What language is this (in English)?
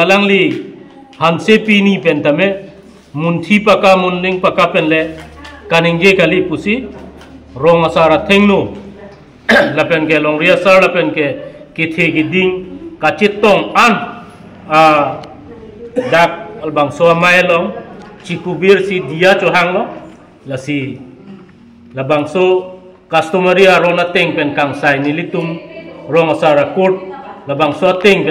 Karbi